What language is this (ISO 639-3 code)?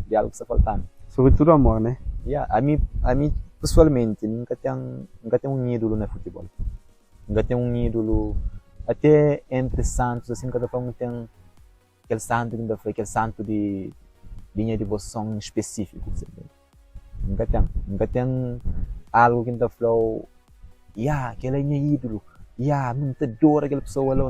kea